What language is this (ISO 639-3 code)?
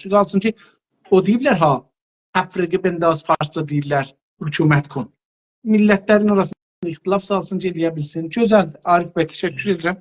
azb